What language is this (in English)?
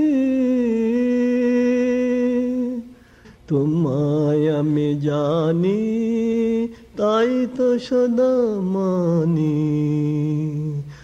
Bangla